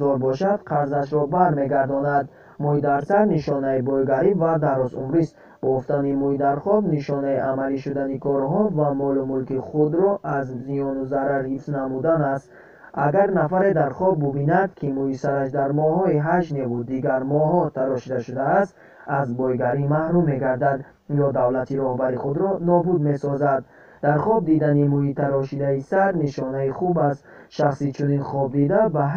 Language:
Tajik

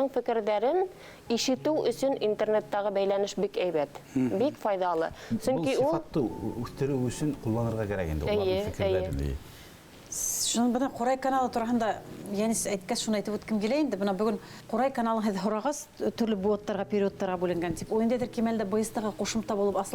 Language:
Bashkir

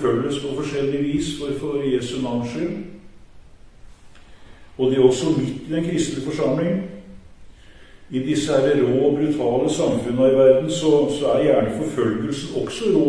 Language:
Norwegian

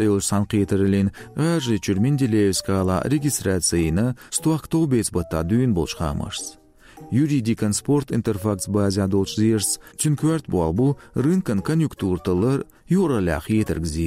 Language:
Chechen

